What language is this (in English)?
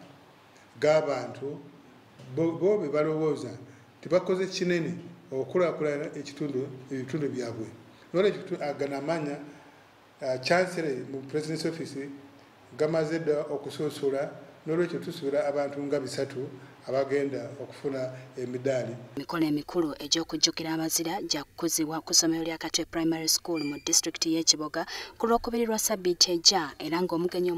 Ganda